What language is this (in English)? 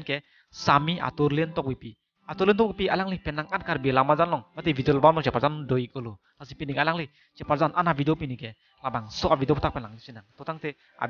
Karbi